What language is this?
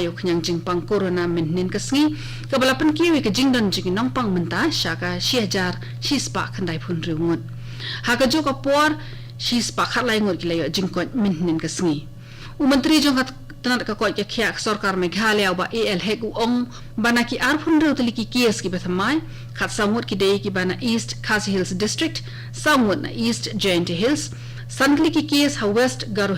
Khasi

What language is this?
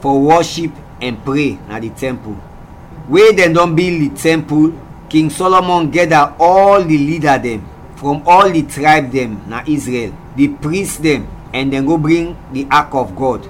Krio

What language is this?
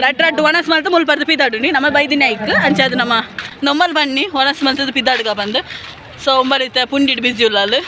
Tulu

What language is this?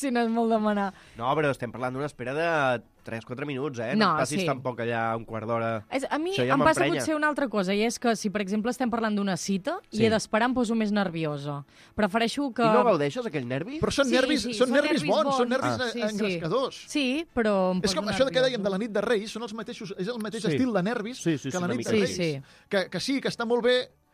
Catalan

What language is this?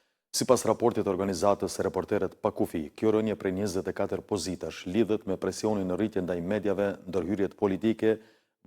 Albanian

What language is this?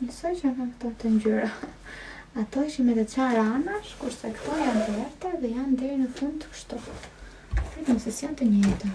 Albanian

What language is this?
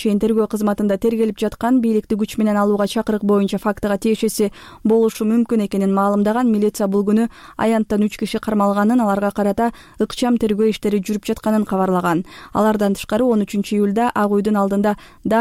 Kyrgyz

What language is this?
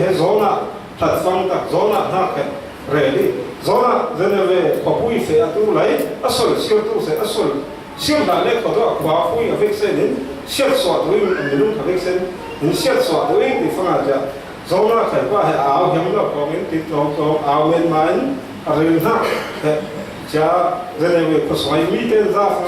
Falam Chin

